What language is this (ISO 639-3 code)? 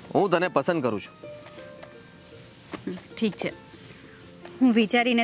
guj